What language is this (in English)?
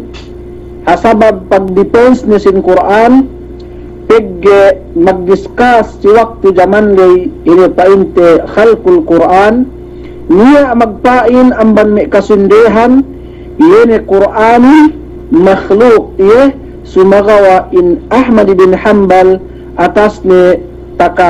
Yakan